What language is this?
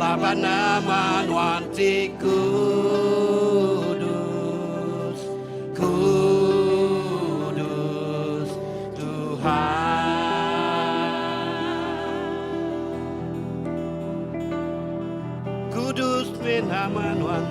Iban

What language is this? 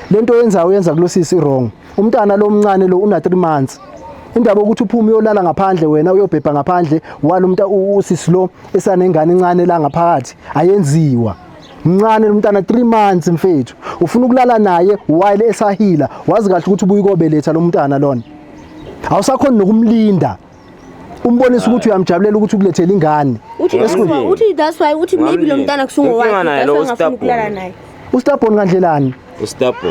Zulu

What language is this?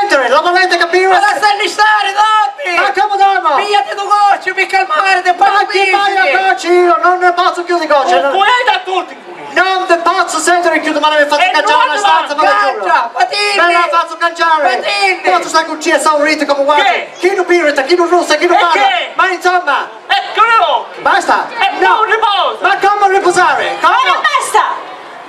Sicilian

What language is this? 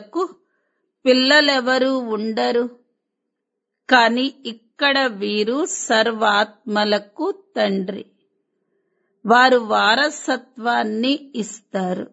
Telugu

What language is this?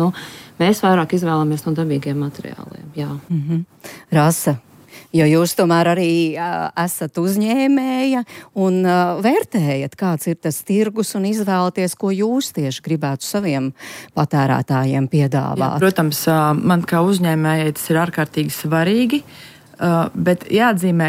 Latvian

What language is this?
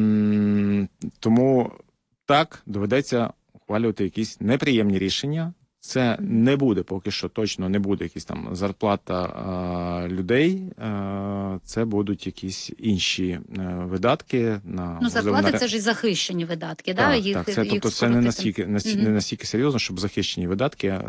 Ukrainian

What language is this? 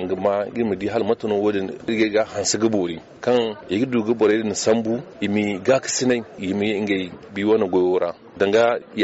Zarma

